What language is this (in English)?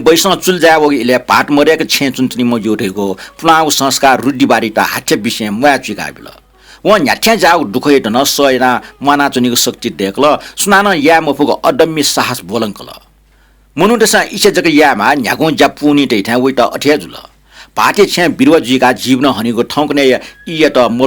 Newari